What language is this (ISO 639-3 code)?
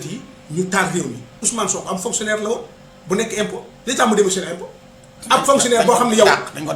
wol